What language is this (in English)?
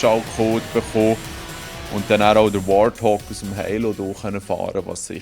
Swiss German